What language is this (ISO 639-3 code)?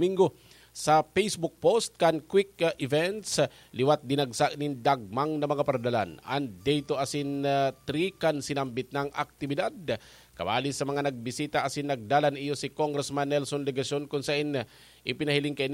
bik